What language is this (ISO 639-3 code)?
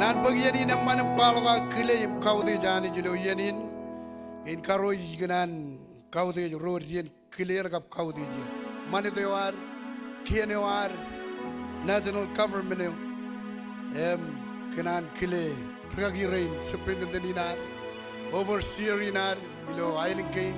mah